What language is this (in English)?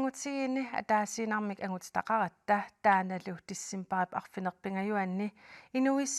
Kalaallisut